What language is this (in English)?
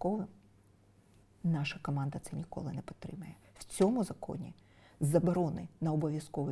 Ukrainian